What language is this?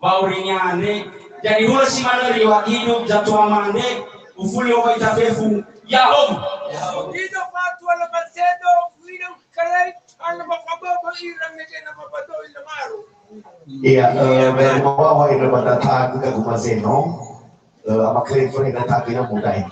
Nias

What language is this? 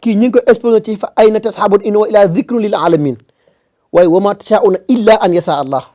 Wolof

